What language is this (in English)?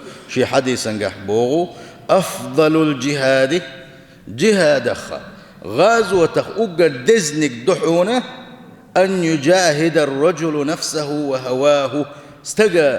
Chechen